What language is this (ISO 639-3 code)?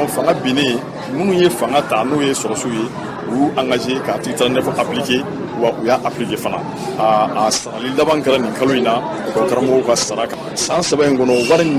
bam